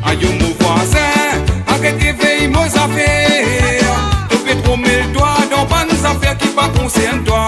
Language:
Morisyen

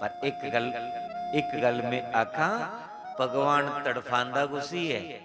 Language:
Dogri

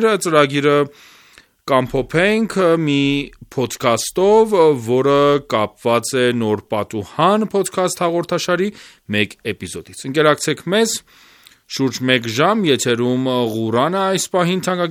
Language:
Armenian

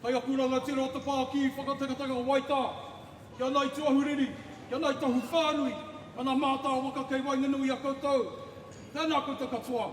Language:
Māori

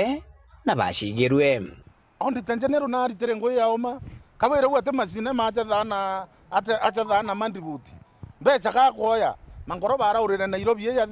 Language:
Meru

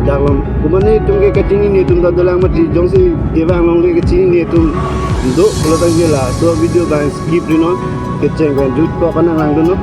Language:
Karbi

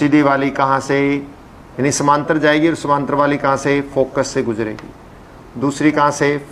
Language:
Hindi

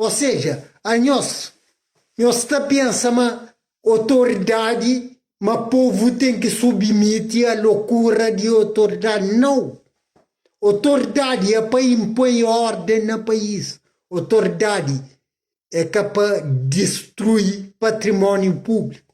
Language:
Kabuverdianu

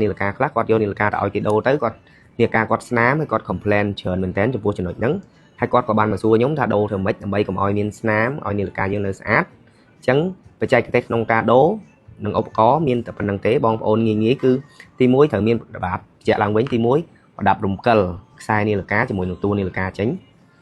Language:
Khmer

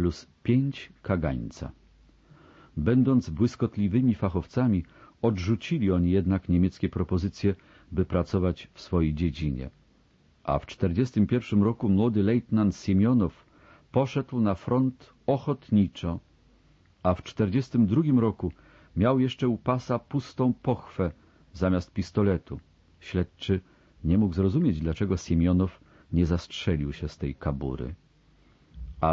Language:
Polish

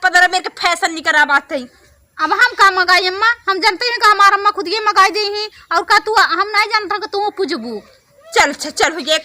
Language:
Awadhi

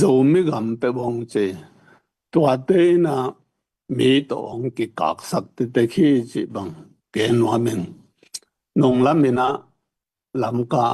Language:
Tedim Chin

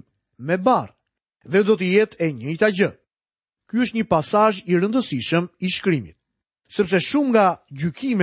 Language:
Albanian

